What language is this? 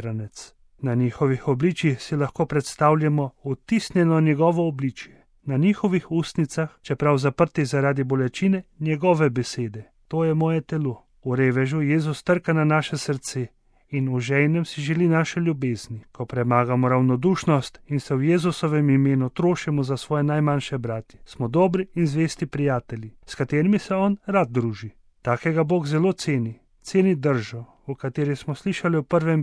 Slovenian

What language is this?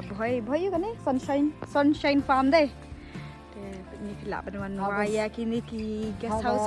Khasi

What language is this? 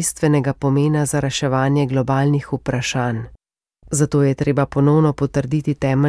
Slovenian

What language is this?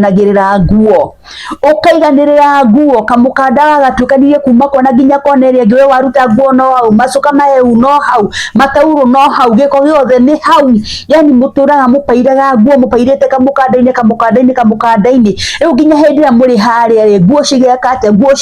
Kikuyu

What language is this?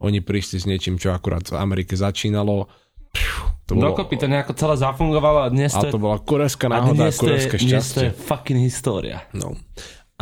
Slovak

